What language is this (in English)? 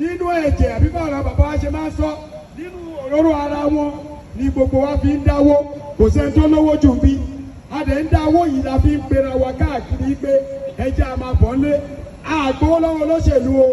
Yoruba